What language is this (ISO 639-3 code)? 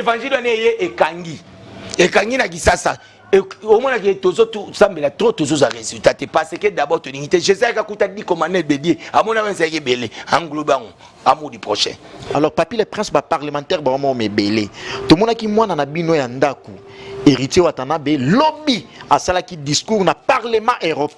lin